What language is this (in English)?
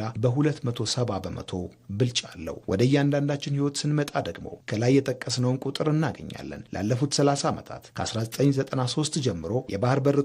Amharic